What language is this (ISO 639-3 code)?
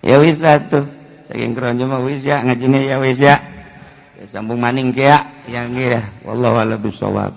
sun